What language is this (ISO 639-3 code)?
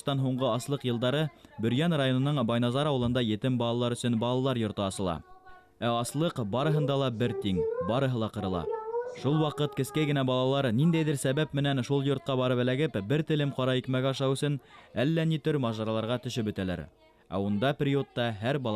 bak